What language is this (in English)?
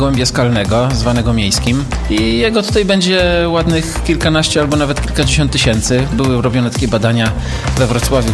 Polish